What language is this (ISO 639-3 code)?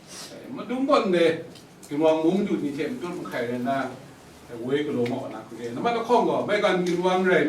kac